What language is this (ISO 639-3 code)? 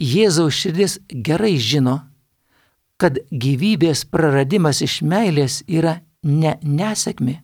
lit